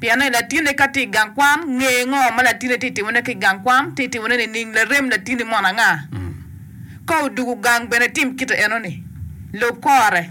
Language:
Acoli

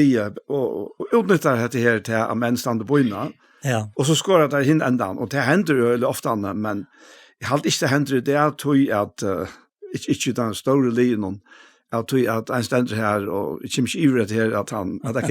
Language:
Faroese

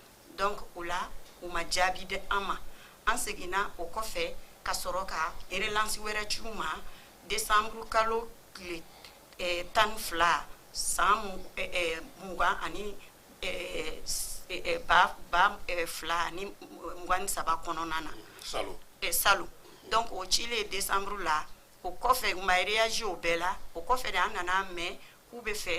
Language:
Bambara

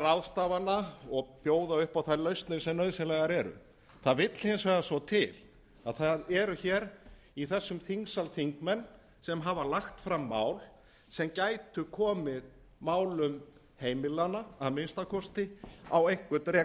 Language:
Icelandic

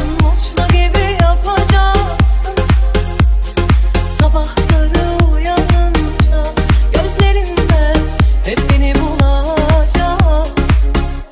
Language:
Turkish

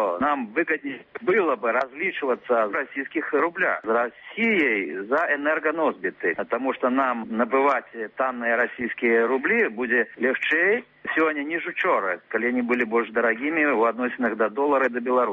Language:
Belarusian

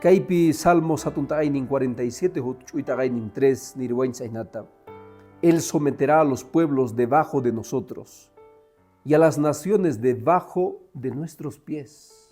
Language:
Quechua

